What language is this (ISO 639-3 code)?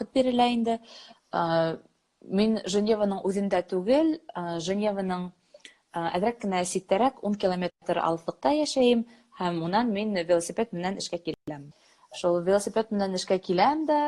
bak